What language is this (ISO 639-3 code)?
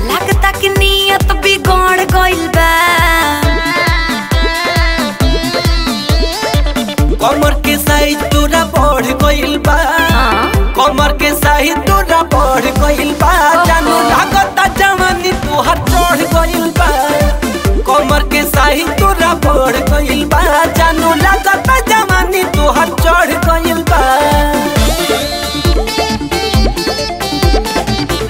bho